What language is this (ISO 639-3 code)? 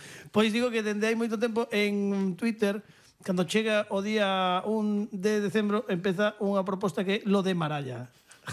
glg